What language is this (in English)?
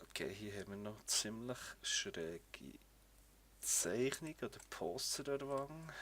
Swiss German